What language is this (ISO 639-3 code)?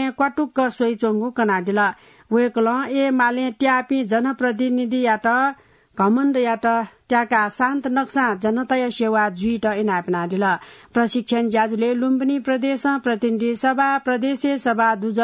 new